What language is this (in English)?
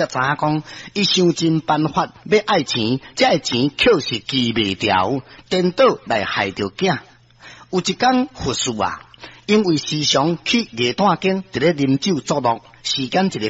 Min Nan Chinese